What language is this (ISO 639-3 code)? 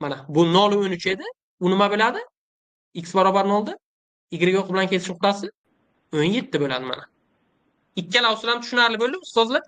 uzb